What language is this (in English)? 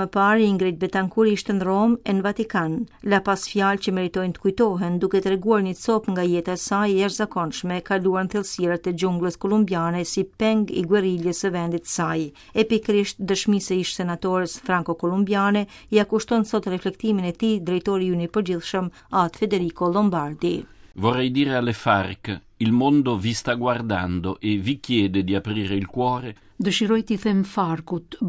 Albanian